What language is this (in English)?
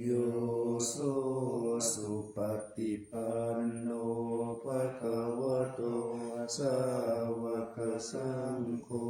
Pali